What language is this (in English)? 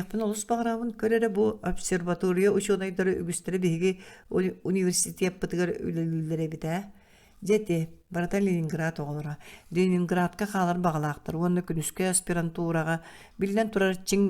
Yakut